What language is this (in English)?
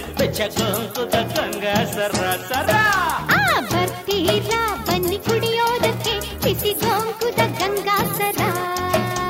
Kannada